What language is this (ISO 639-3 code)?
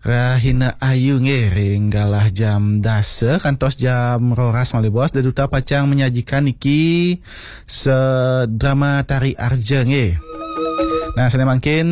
ban